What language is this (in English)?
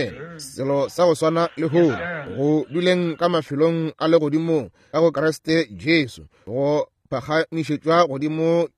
Northern Sotho